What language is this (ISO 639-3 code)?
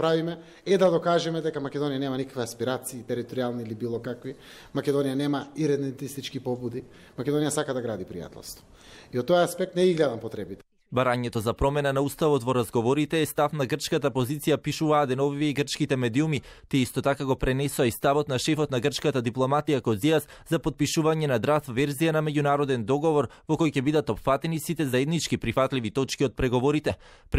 mkd